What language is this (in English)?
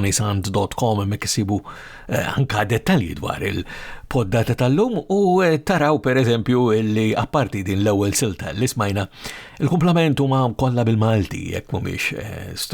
Maltese